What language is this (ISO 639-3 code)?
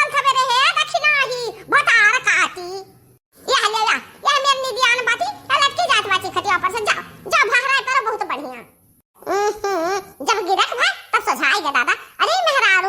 awa